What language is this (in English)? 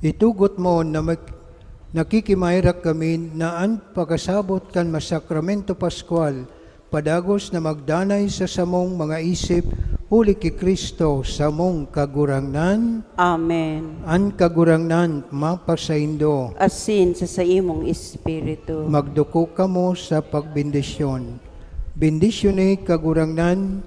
Bikol